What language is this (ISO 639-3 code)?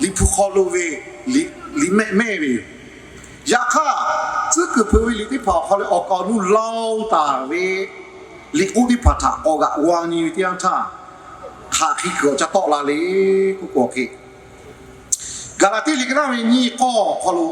lhu